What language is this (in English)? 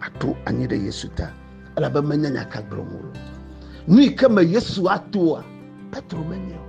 Ewe